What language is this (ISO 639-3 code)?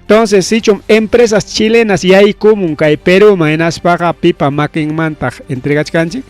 quy